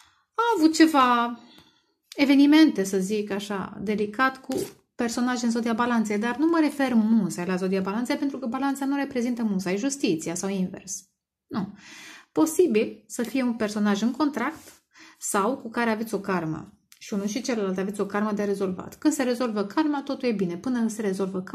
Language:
Romanian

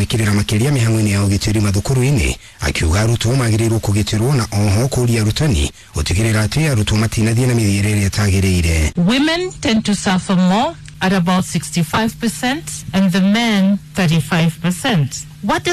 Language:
Kikuyu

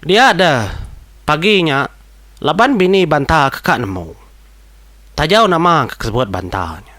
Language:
Iban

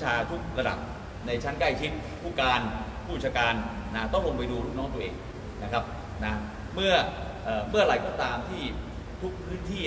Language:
Thai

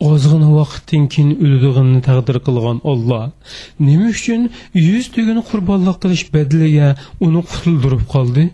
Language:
Uyghur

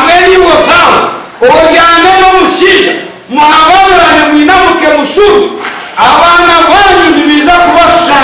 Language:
Nyankole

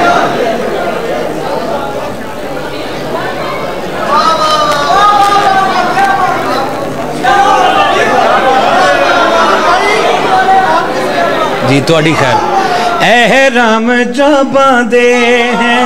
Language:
Western Panjabi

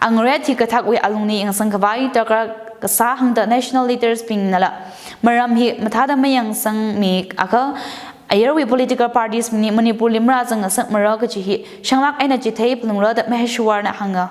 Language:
Tangkhul Naga (India)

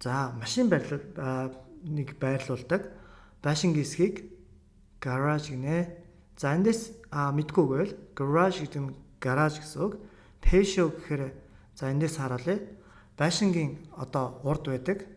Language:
Mongolian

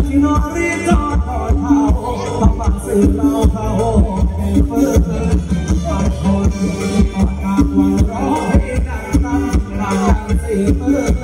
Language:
Thai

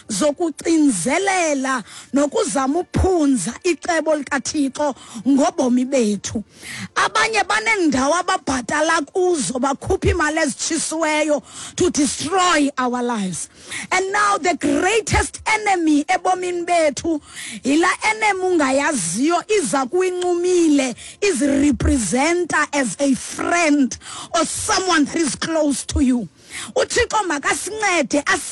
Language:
Xhosa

